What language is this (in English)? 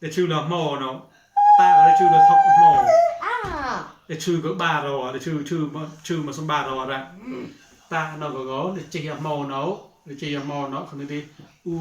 Mon